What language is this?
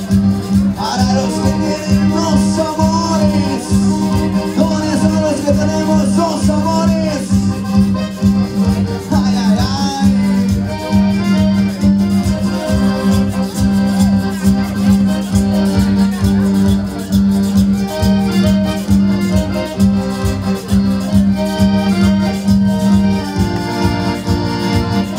Spanish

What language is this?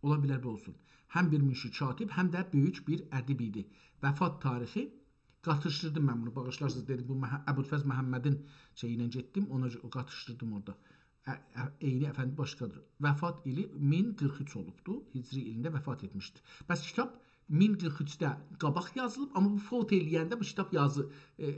South Azerbaijani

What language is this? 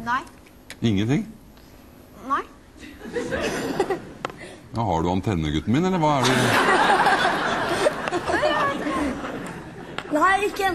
Norwegian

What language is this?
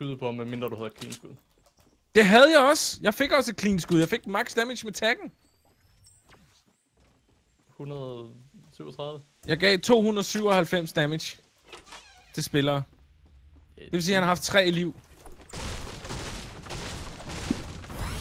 Danish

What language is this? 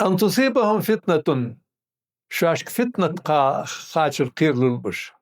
Ingush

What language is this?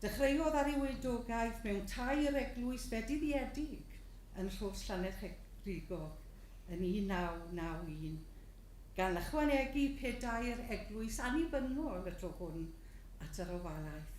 Welsh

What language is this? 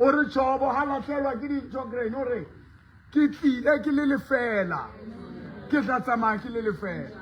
Southern Sotho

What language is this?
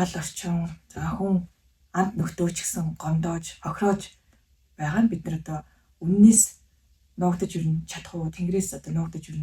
Mongolian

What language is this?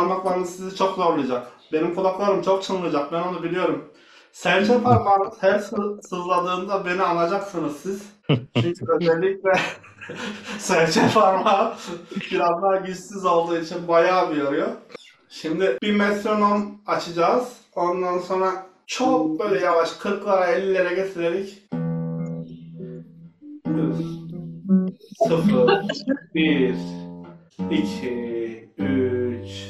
Turkish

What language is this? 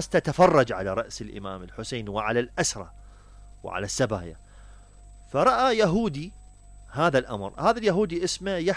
Mesopotamian Arabic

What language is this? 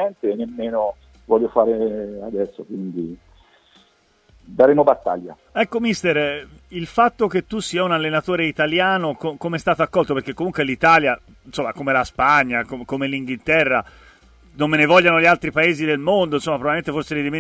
Italian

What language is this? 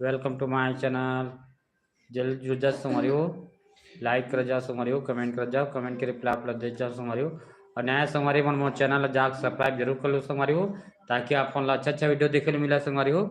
Chhattisgarhi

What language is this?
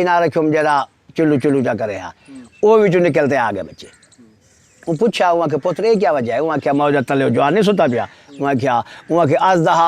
Saraiki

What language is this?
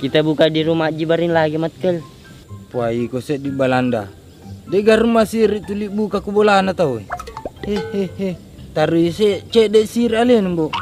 Buginese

